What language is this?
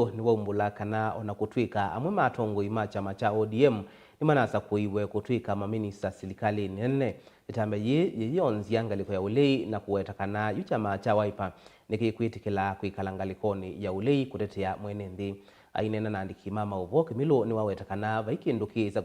Kamba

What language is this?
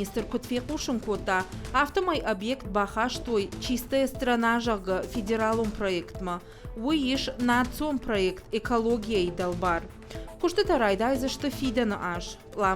Ossetic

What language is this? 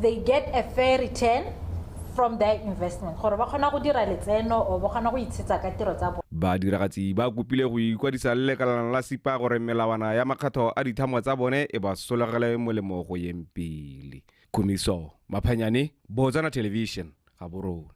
Tswana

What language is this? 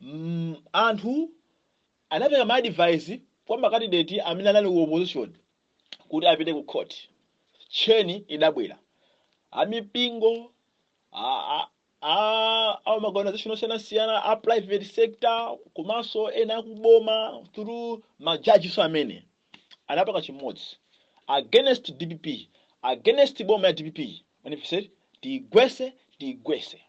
Nyanja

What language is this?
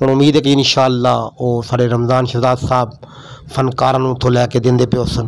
Saraiki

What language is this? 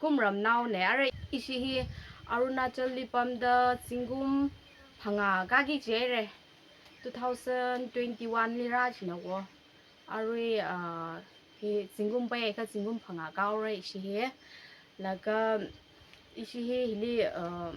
Tangkhul Naga (India)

